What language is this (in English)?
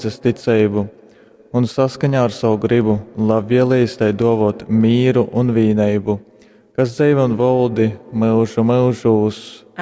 Latgalian